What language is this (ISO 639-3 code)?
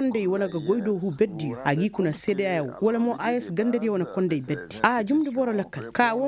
ses